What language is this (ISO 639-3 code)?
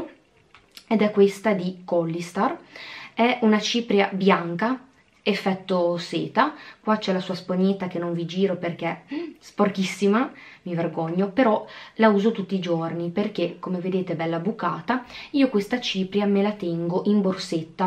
ita